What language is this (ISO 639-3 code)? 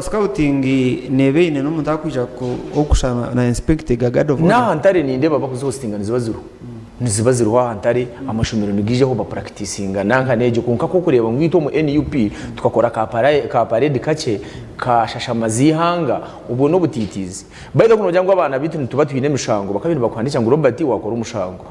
nyn